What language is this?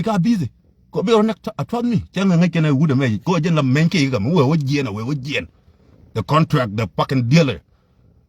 Nuer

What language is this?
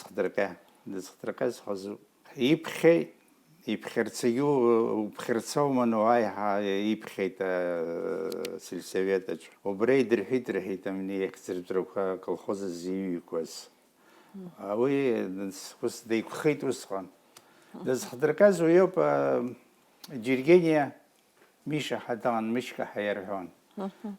Abkhazian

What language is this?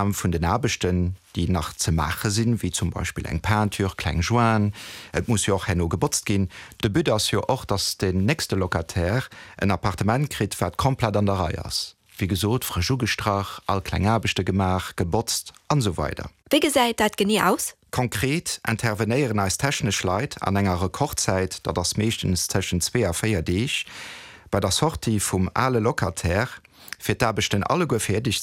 Luxembourgish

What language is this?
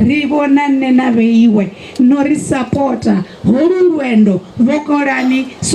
Venda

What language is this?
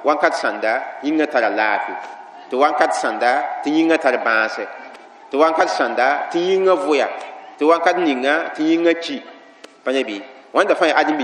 Mossi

